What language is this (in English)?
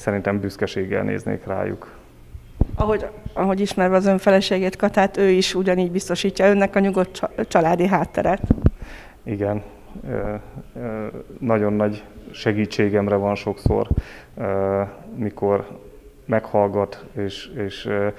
Hungarian